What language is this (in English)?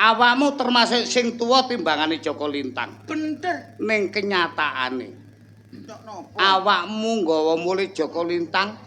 Javanese